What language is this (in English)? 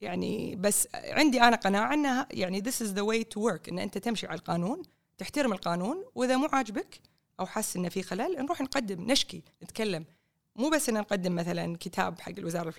Gulf Arabic